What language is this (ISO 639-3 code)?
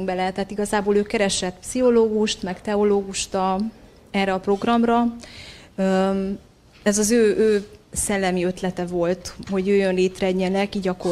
hun